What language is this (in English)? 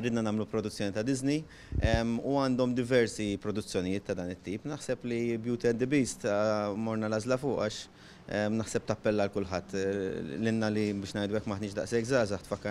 Maltese